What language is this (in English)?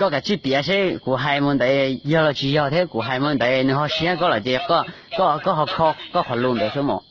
Hmong